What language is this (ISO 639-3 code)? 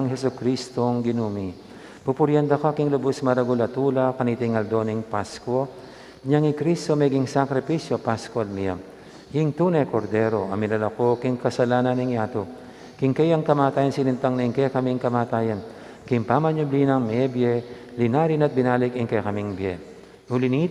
pam